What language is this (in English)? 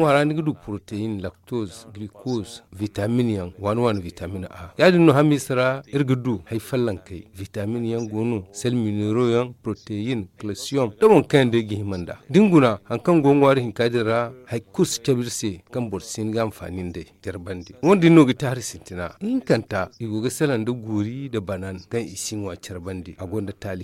Zarma